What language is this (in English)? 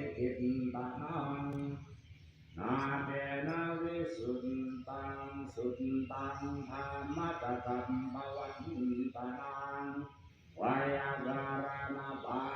Pali